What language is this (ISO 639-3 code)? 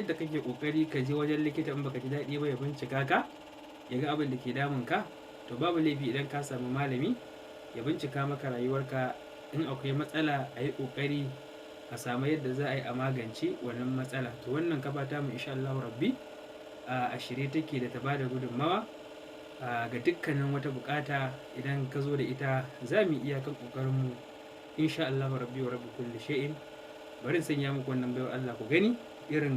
hau